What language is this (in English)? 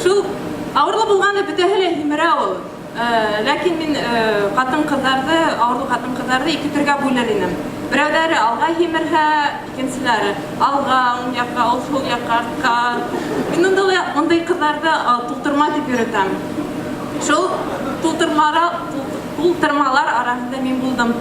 Bashkir